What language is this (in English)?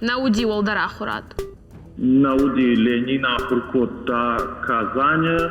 Ossetic